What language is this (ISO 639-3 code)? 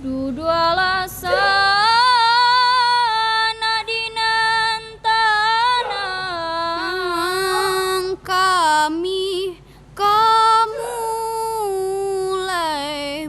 min